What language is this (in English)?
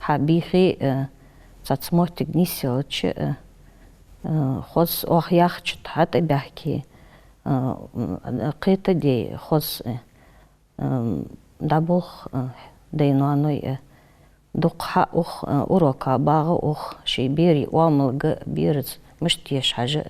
Ingush